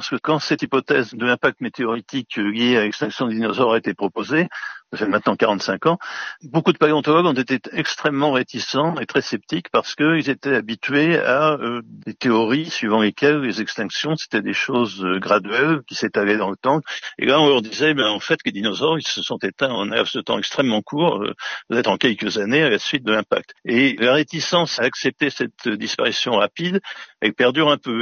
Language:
French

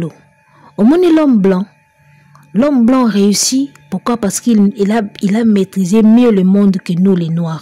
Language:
Lingala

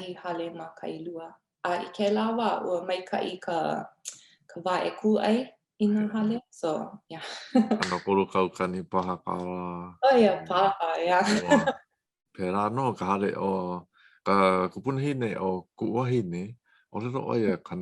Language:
Hawaiian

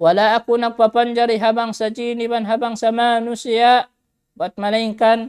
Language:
Tausug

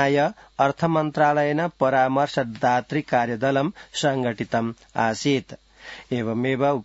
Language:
Sanskrit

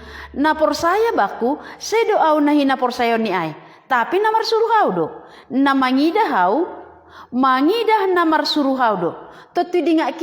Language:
Batak Simalungun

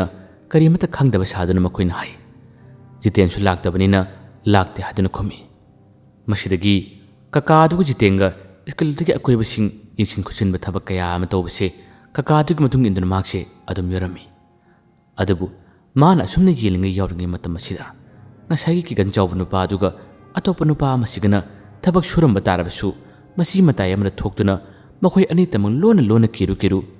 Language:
Manipuri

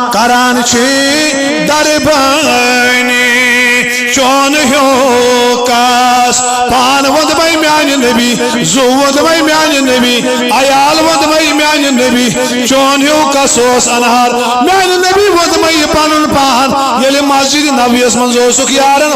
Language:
Kashmiri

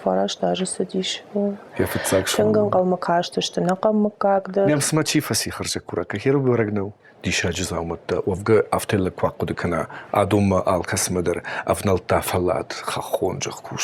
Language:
Ossetic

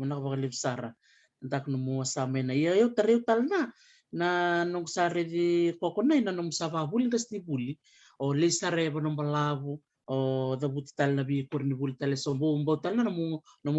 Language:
Fijian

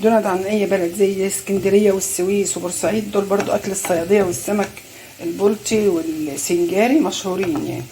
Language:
Egyptian Arabic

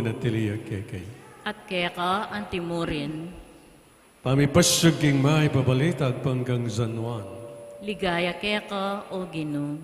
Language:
Pampanga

